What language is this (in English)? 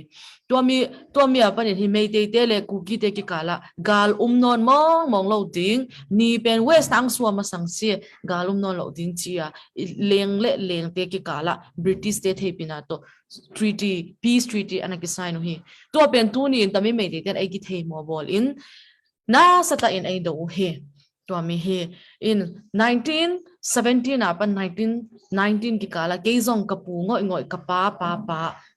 Tedim Chin